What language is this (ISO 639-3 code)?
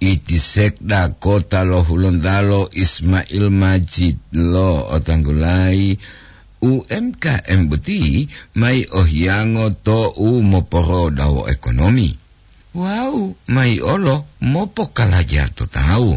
gor